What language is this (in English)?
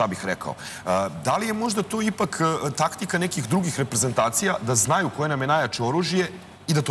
Serbian